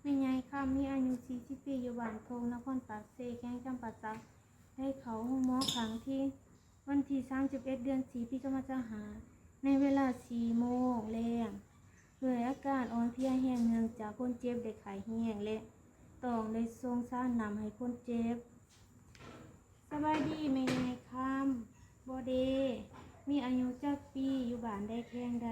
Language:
Lao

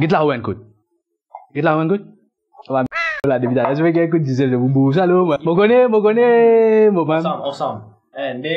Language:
Morisyen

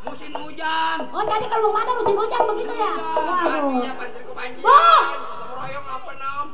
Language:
Betawi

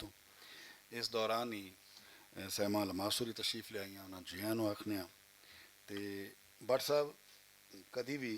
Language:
Western Panjabi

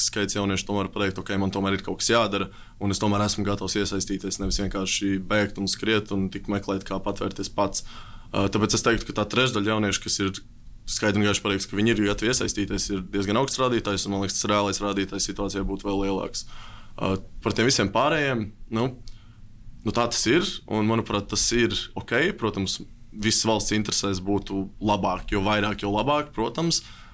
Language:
Latvian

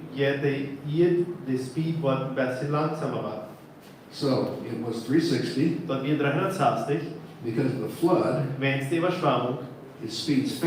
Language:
Plautdietsch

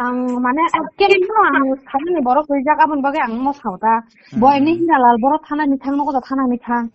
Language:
Kok Borok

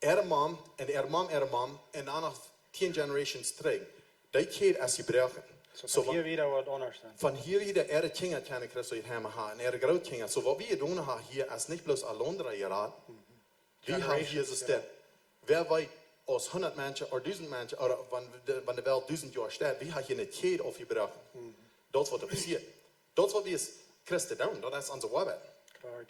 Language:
Plautdietsch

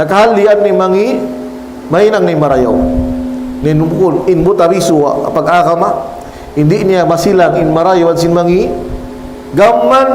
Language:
Tausug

